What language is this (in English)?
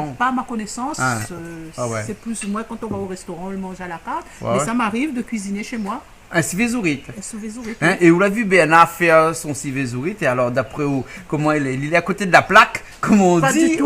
Réunion Creole French